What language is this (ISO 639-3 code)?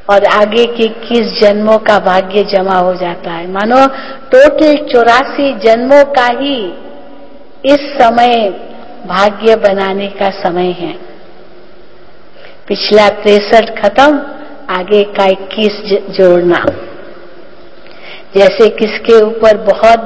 hin